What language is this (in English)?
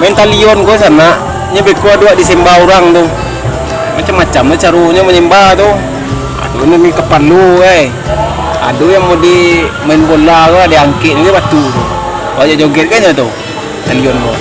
Minangkabau